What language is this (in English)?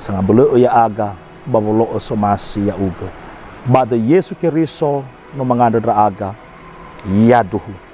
Nias